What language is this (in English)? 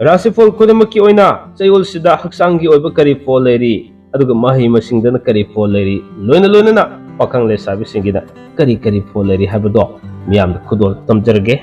Manipuri